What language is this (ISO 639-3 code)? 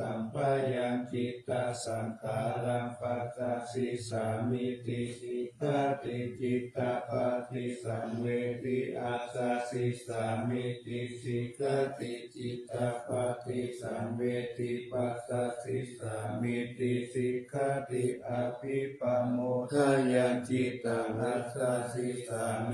pli